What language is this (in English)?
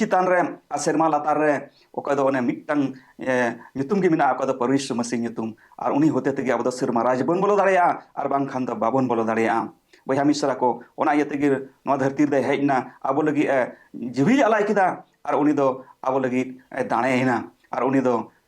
Santali